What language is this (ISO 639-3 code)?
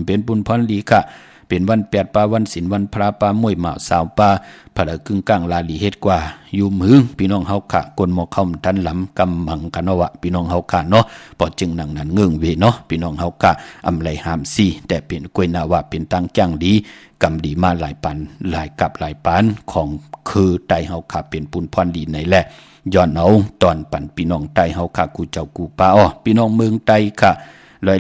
shn